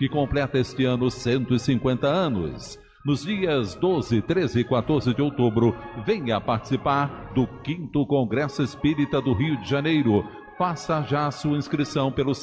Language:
Portuguese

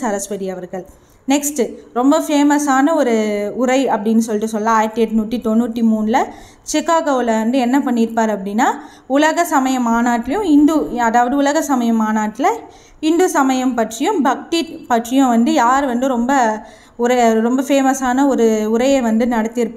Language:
Tamil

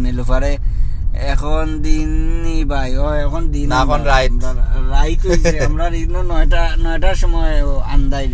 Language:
Sylheti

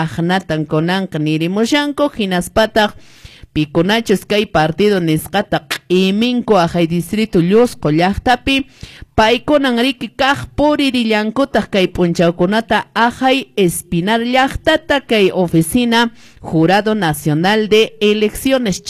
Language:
Quechua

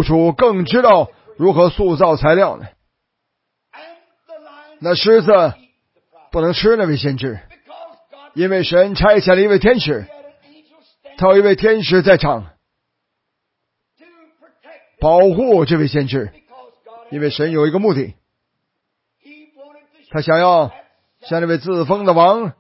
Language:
Chinese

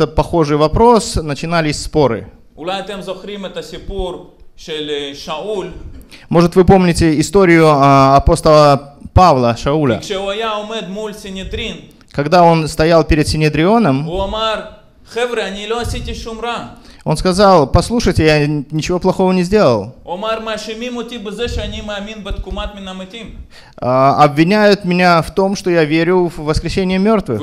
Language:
Russian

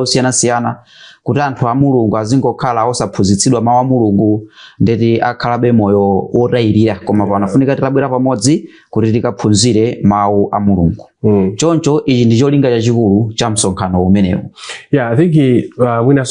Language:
Nyanja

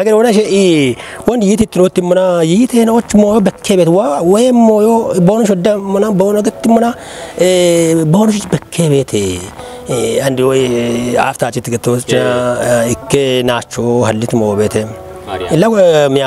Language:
Kafa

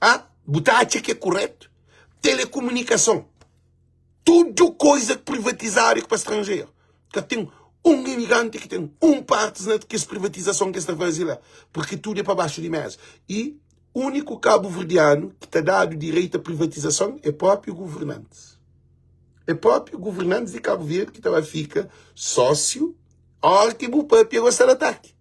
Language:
Kabuverdianu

